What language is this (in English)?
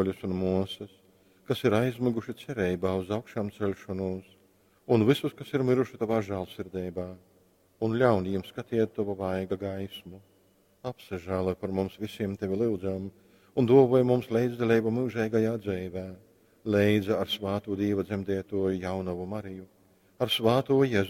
Latgalian